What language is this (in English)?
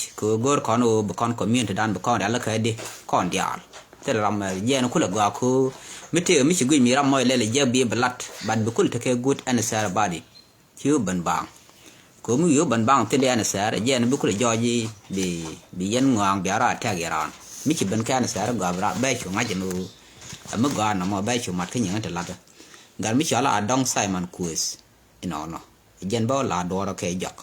Nuer